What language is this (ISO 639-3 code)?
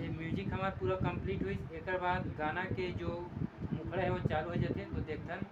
hne